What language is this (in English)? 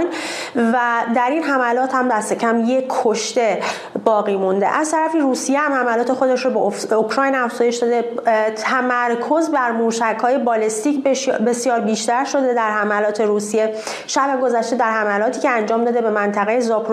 Persian